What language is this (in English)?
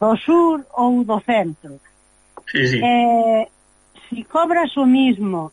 Galician